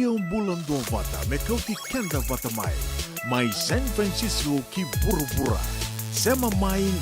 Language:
Fijian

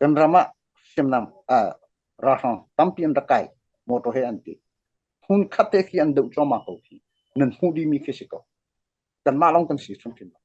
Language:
Hakha Chin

